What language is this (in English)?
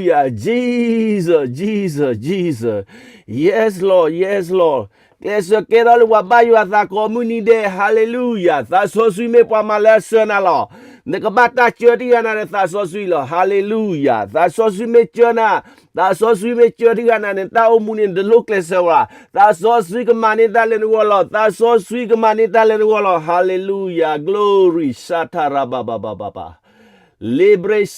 S'gaw Karen